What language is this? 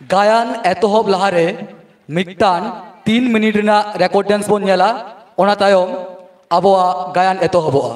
Santali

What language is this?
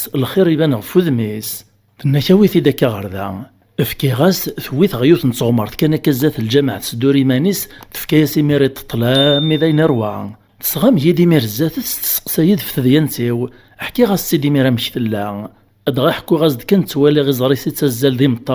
Kabyle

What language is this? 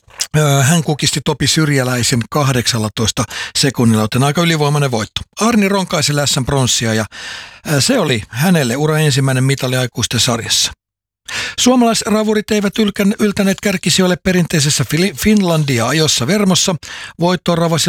Finnish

